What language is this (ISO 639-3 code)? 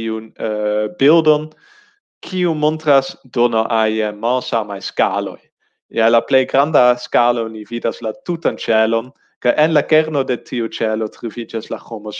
epo